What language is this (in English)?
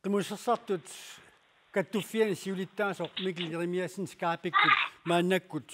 Kalaallisut